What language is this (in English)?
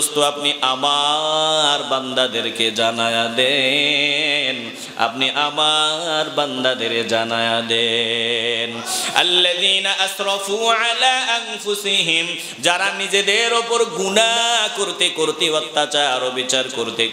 Bangla